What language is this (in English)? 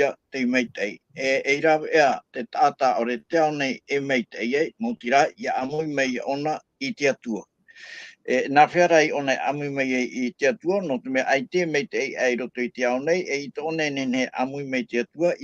Tahitian